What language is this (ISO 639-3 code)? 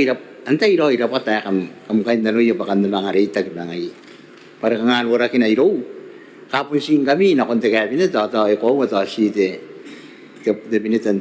gil